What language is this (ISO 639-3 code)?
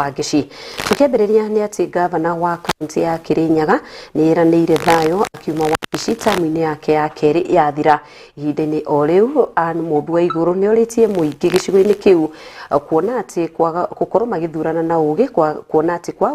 kik